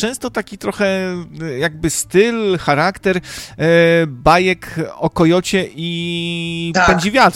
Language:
Polish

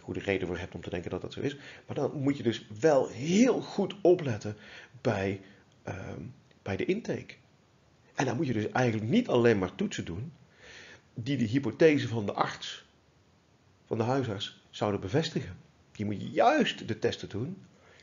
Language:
Dutch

